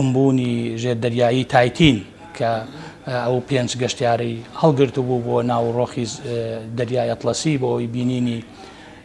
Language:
Central Kurdish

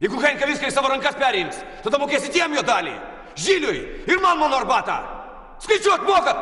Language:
Lithuanian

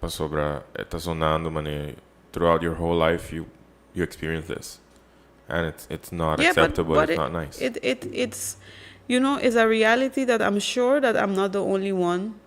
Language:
Papiamento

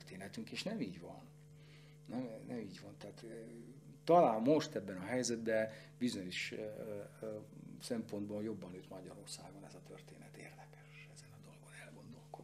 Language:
Hungarian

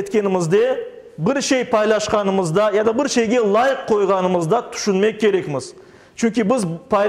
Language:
Crimean Tatar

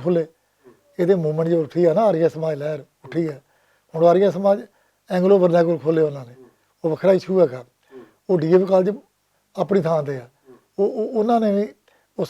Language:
Western Panjabi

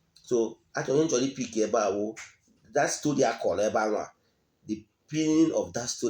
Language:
Igbo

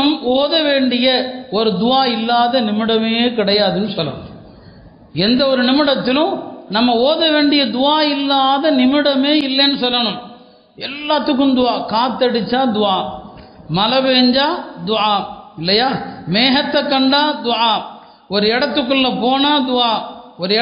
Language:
Tamil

